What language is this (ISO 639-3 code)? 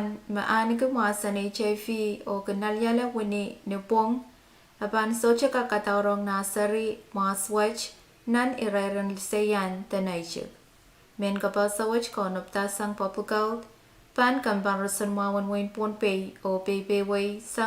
pon